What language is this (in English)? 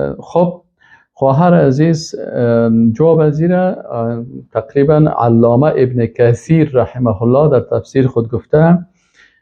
Persian